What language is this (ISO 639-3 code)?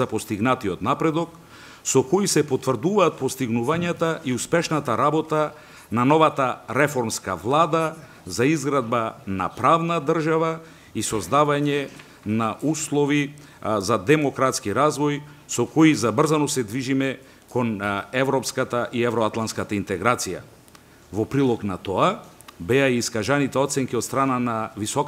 mkd